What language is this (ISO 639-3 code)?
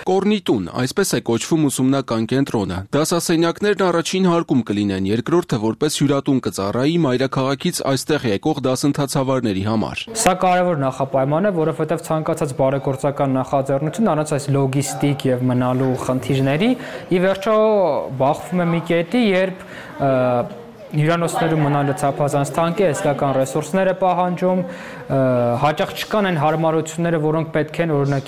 hye